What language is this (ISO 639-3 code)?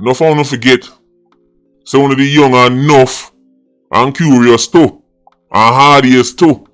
jam